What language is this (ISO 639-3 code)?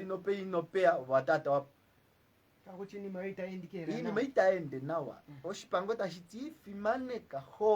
kua